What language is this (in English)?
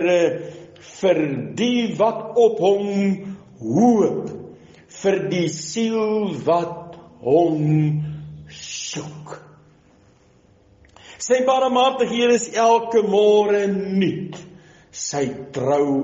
Afrikaans